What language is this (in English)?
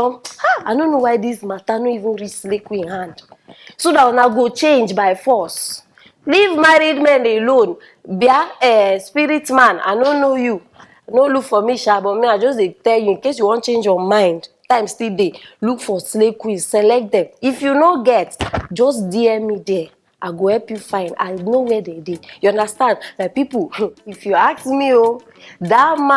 Nigerian Pidgin